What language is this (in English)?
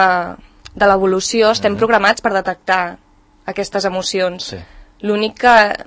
Catalan